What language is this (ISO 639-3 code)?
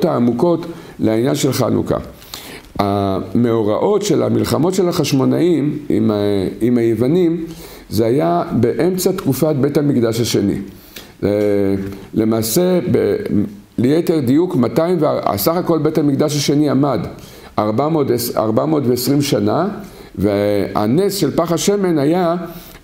heb